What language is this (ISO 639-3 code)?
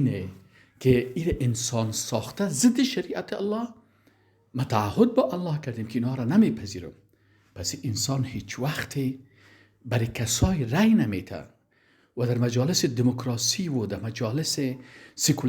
fas